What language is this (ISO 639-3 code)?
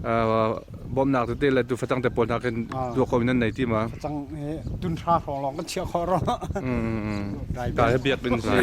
cnh